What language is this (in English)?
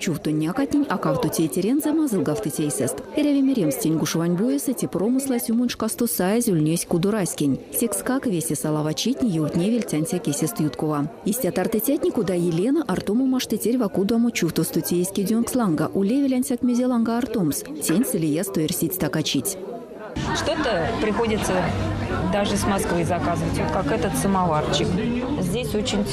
Erzya